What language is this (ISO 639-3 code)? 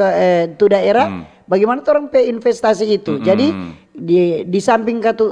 xmm